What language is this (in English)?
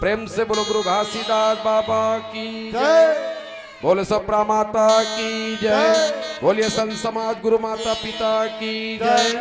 Chhattisgarhi